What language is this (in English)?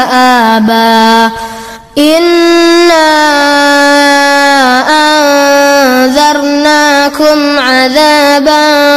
Arabic